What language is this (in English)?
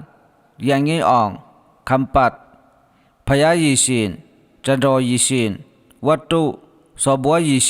Falam Chin